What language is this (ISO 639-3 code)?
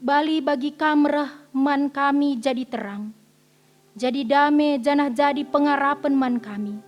btx